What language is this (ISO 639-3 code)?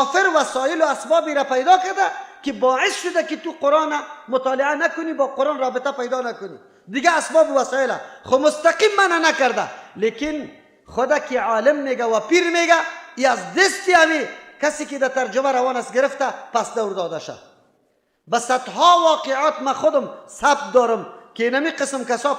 fas